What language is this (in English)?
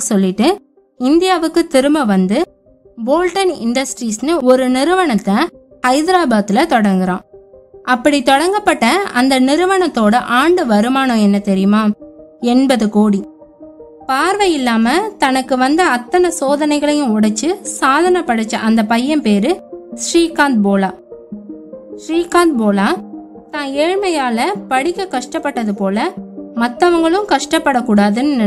Tamil